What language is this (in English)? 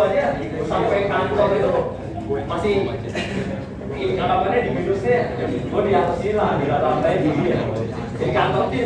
Indonesian